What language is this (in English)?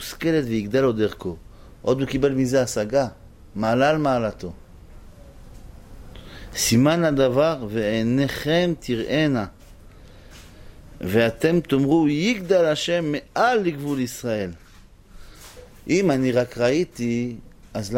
Hebrew